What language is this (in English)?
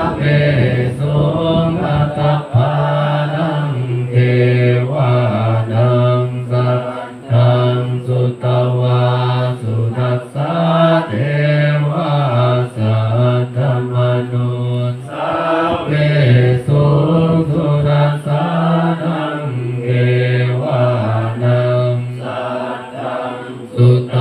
Pali